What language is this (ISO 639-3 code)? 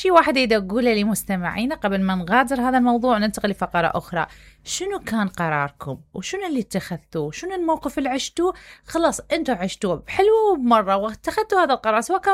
acm